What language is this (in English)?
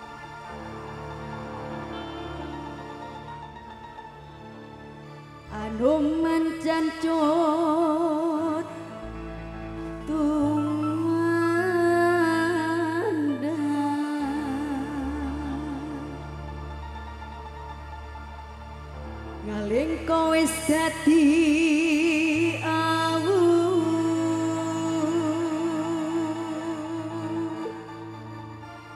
Javanese